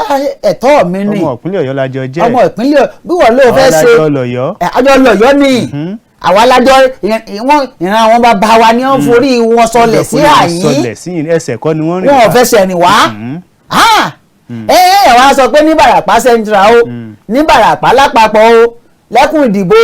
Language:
Yoruba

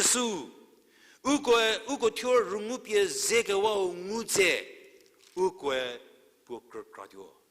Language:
Angami Naga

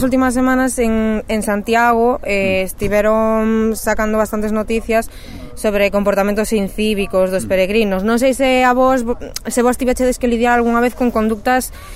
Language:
Galician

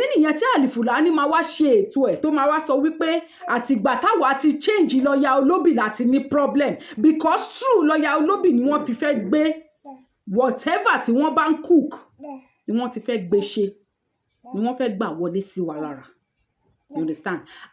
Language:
Yoruba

